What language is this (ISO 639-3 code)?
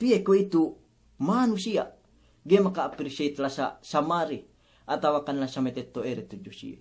yka